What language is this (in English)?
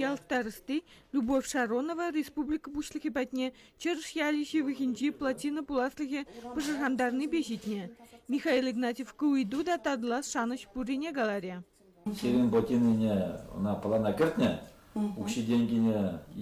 Chuvash